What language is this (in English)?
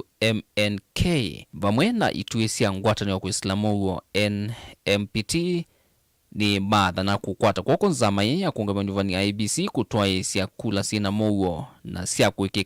Kamba